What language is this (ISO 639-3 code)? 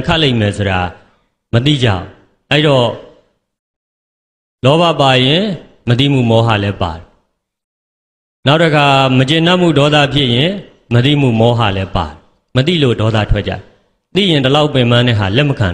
mya